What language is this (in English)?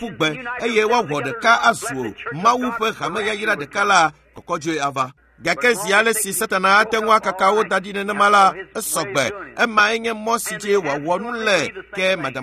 Ewe